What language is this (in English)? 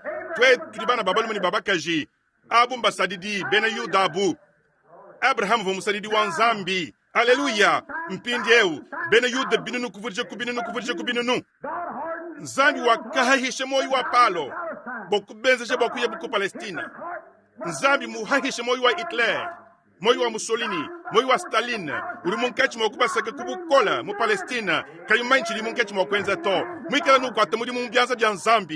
Luba-Lulua